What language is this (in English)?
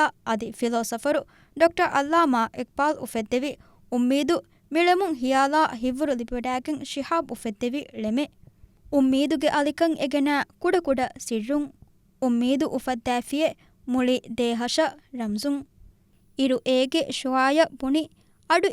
Divehi